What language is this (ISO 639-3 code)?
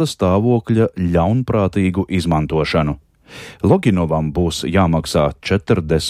lav